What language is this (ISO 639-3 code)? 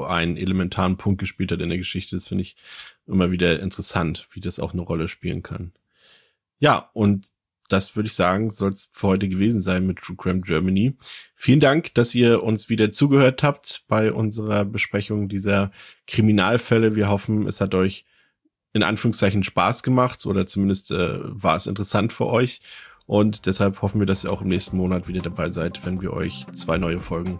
deu